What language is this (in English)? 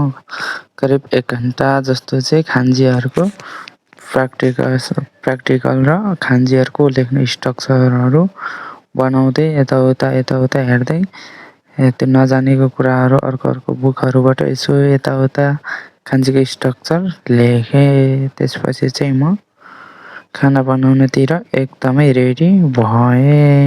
Nepali